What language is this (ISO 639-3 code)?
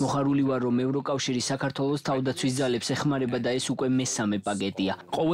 kat